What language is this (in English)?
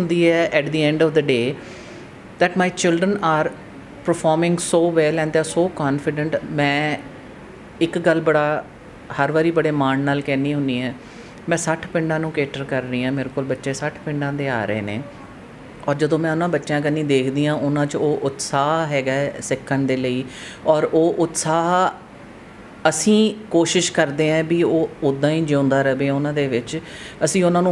Punjabi